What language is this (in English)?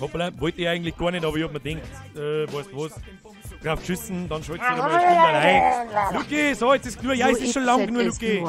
Bavarian